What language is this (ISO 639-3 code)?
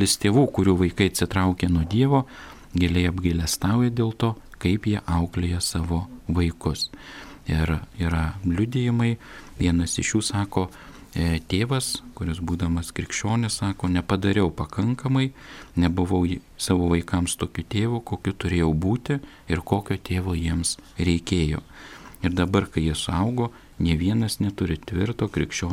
lit